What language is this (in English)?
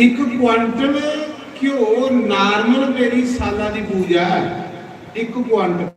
Dogri